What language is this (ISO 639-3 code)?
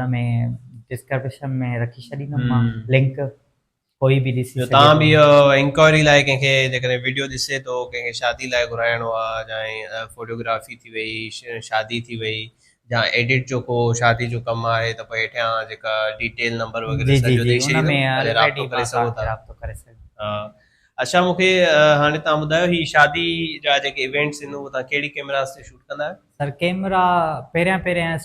snd